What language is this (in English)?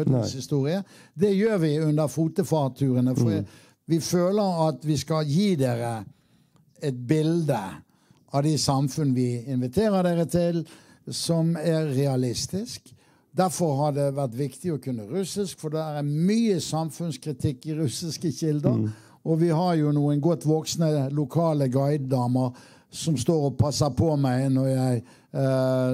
Norwegian